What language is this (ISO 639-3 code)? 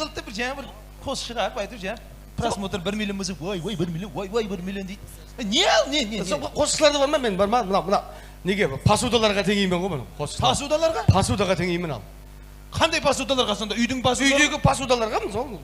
kaa